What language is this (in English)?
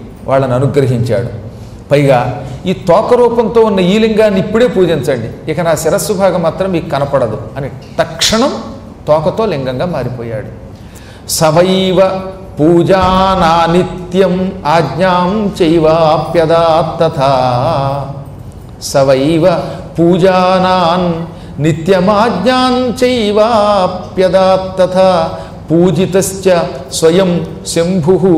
Telugu